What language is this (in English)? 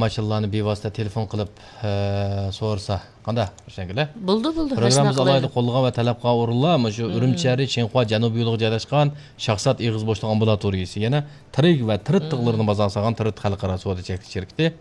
Uyghur